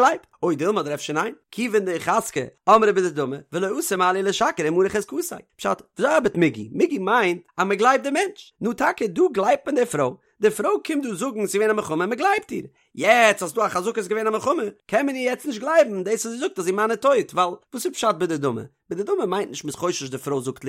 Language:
Yiddish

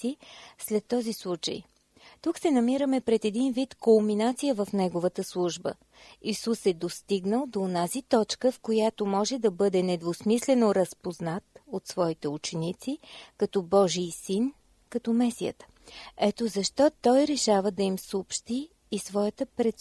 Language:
Bulgarian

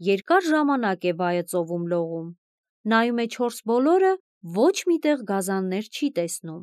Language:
Armenian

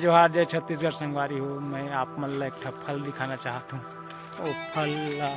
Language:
Chhattisgarhi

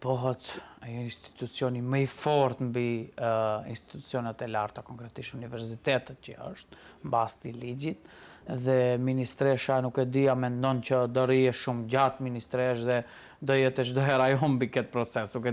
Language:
Albanian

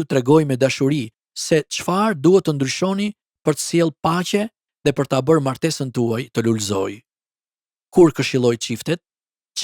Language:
Albanian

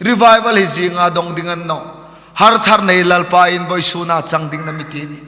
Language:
Hmar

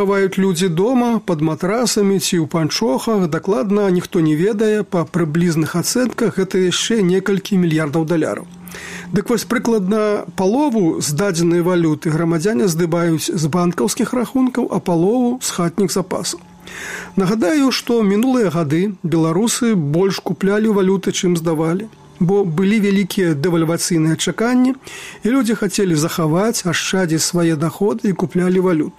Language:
Belarusian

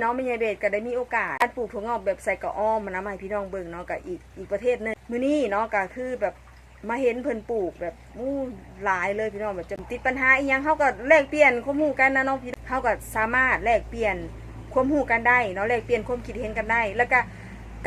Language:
Northeastern Thai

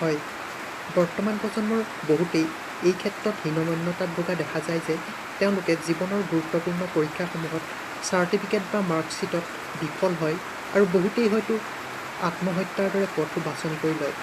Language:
Assamese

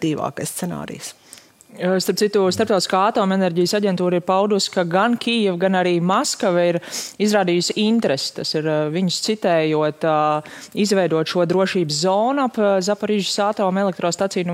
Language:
Latvian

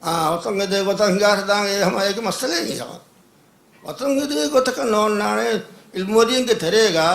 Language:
Divehi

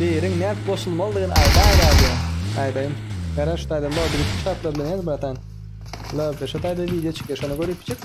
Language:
Turkmen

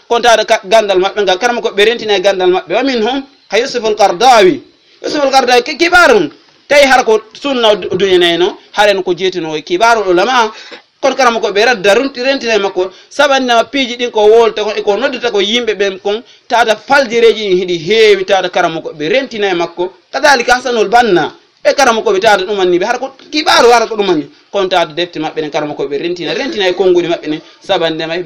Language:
Fula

